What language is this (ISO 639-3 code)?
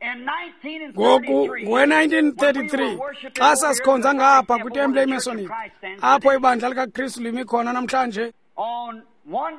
xho